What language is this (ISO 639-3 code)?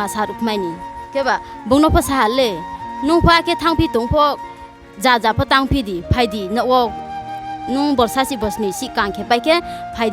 ria